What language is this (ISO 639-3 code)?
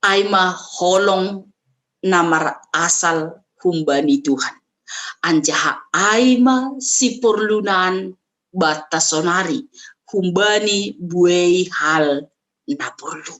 bts